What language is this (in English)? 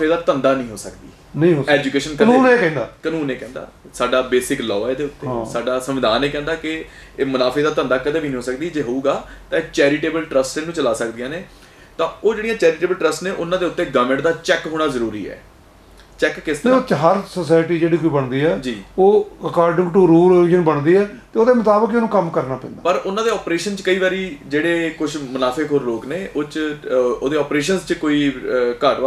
Punjabi